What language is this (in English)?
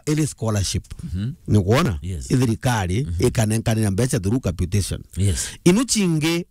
Meru